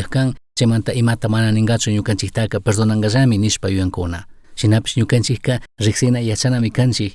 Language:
Chimborazo Highland Quichua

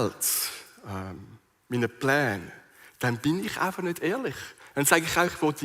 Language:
Swiss German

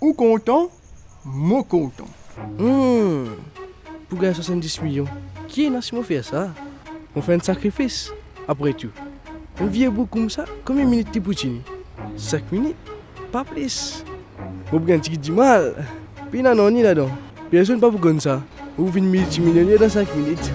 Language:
Morisyen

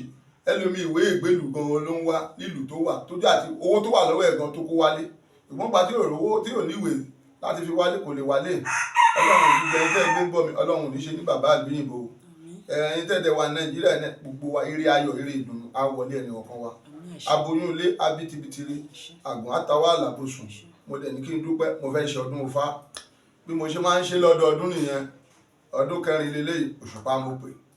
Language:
Yoruba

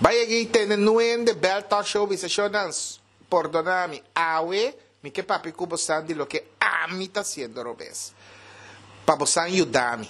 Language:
Papiamento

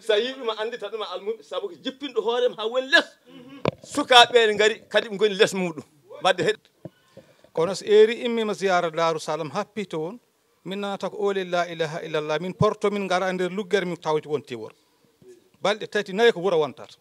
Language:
Fula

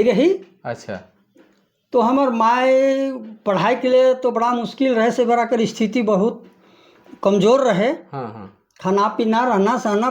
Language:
Sadri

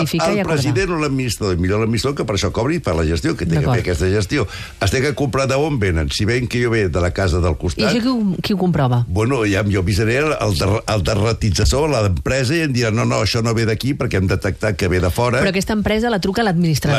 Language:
Catalan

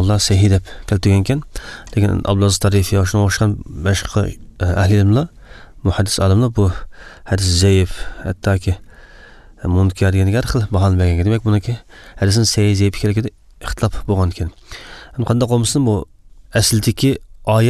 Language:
Uyghur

